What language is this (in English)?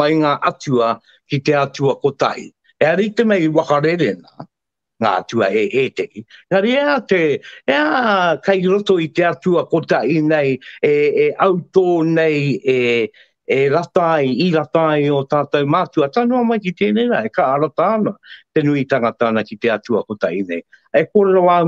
Māori